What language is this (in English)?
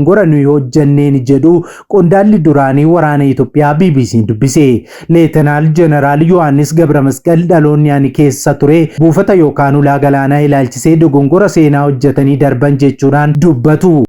Oromo